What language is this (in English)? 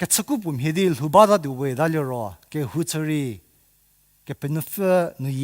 Angami Naga